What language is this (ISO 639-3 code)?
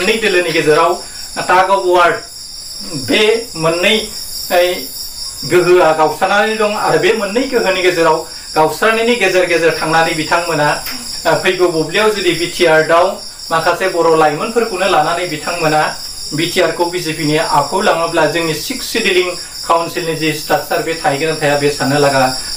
brx